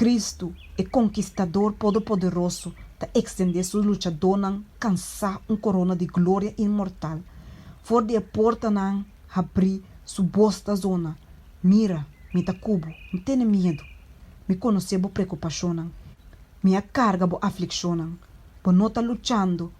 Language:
Papiamento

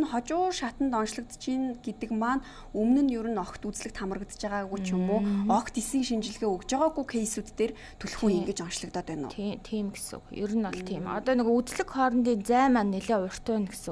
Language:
Mongolian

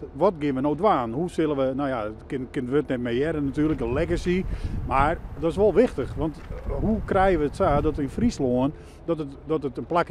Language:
Western Frisian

